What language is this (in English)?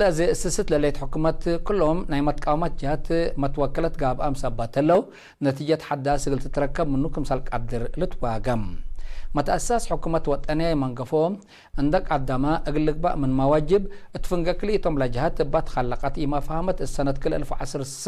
Tigre